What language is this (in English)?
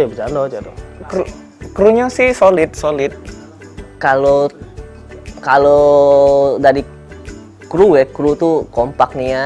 Musi